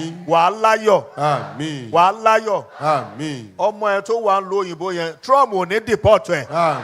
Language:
Yoruba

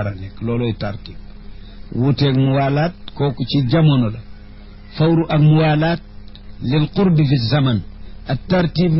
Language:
Wolof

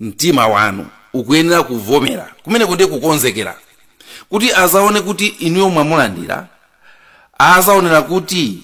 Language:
Nyanja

